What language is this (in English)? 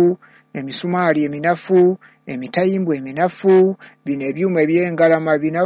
Ganda